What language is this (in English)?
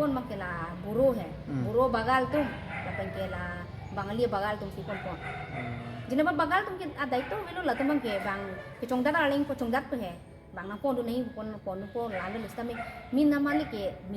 Karbi